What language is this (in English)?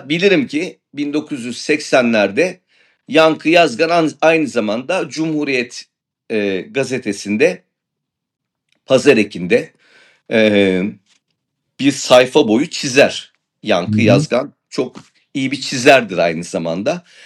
Turkish